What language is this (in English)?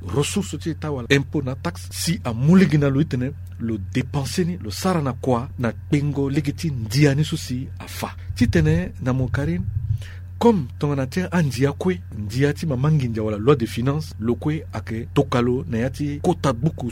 Sango